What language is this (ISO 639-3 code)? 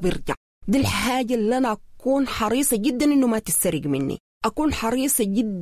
apd